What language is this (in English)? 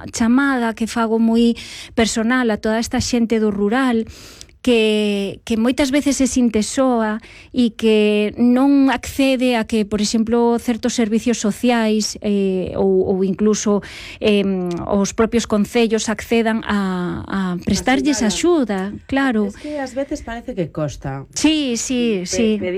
Galician